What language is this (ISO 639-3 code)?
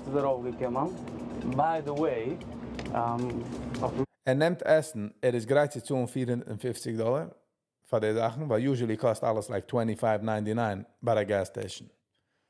yid